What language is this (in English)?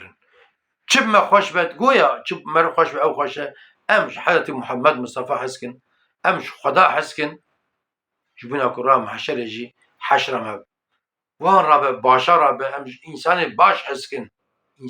Kurdish